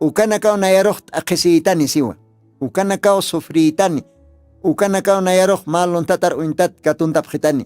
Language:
Aymara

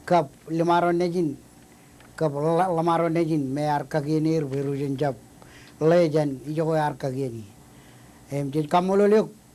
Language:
Marshallese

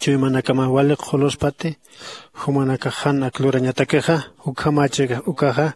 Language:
Aymara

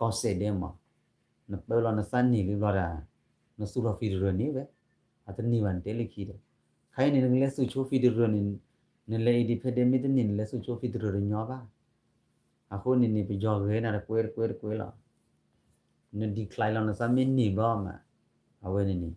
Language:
S'gaw Karen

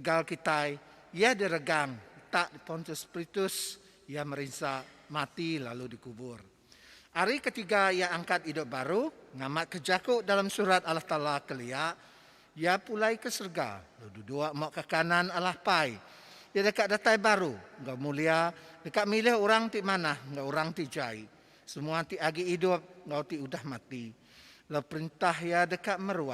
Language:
Iban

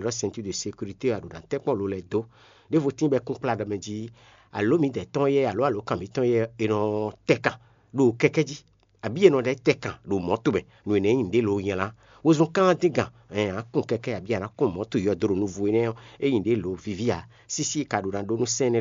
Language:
Fon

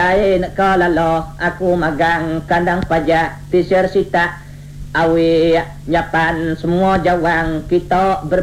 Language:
Iban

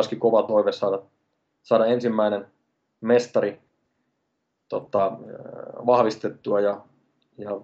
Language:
Finnish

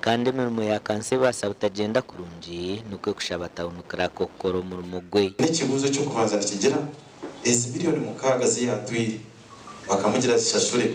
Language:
Nyankole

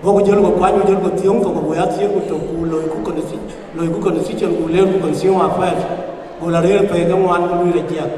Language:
Dinka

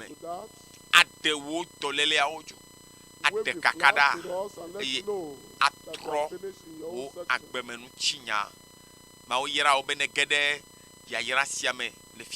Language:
Ewe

